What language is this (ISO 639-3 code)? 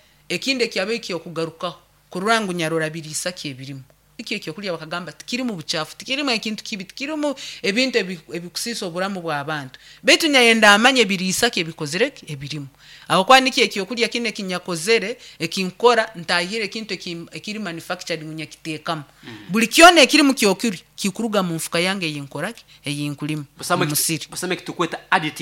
nyo